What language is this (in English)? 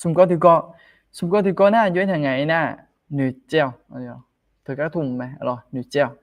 Akha